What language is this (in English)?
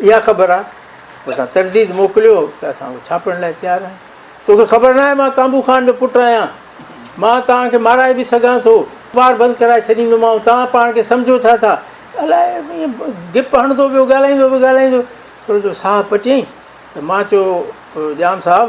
Sindhi